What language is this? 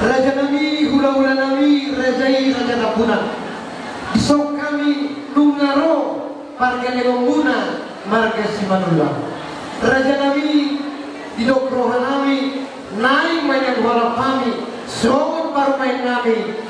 Batak Toba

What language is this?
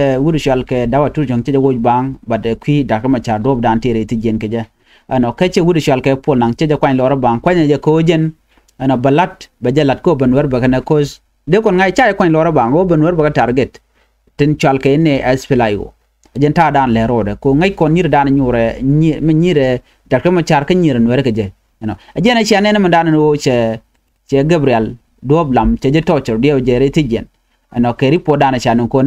Nuer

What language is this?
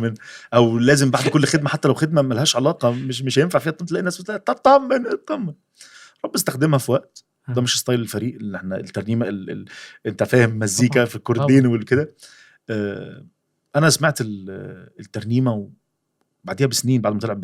Egyptian Arabic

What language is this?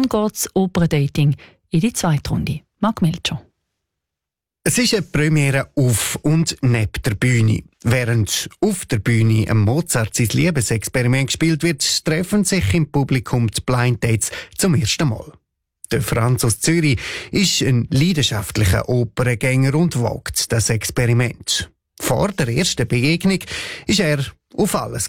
German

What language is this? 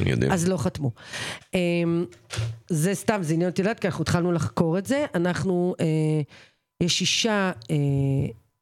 Hebrew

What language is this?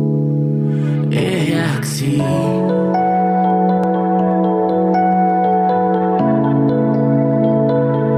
Finnish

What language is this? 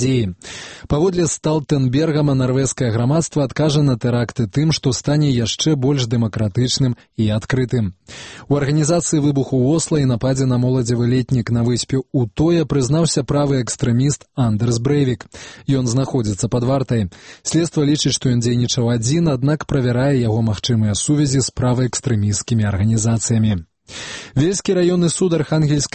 Belarusian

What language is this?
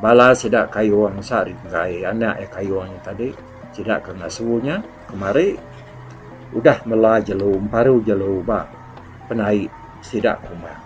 Iban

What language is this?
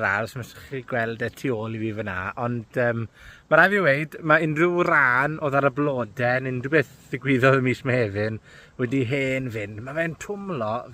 Welsh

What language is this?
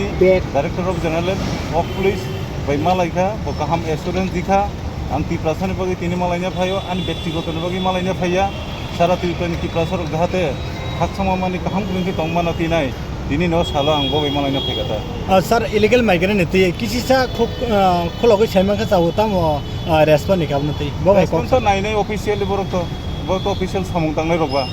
Kok Borok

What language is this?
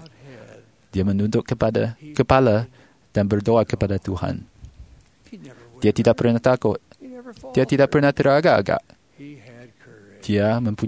Malay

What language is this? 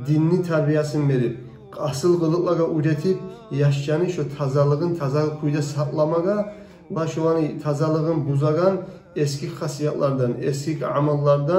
Kumyk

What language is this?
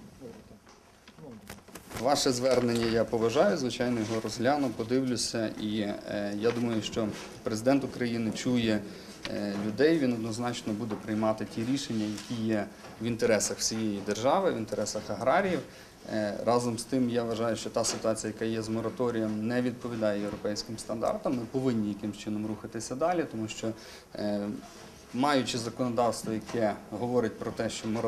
Ukrainian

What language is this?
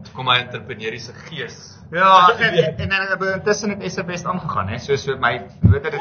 Afrikaans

